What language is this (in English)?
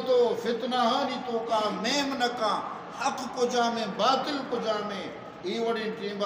Eastern Balochi